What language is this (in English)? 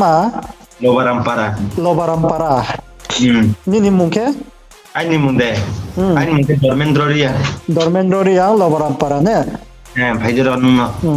Riang (India)